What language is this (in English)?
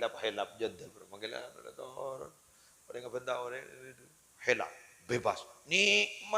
Madurese